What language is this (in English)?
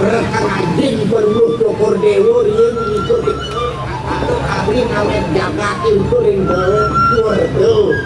Balinese